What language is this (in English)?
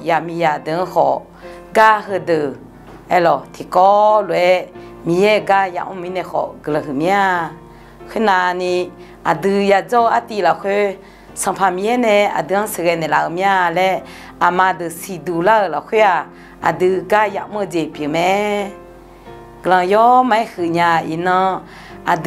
Akha